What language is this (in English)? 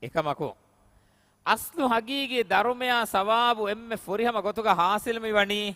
Divehi